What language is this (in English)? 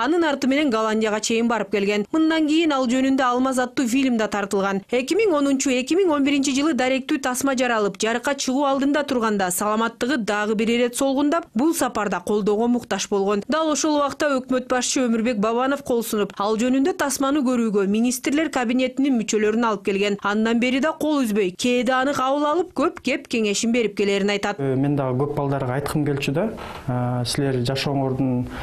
Kyrgyz